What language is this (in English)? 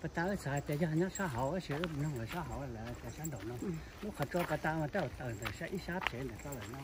Hmong